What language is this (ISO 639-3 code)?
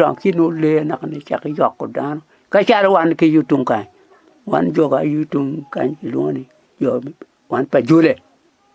ach